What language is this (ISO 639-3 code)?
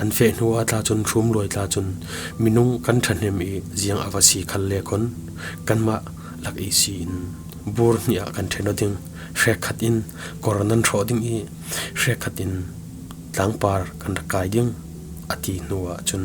cfm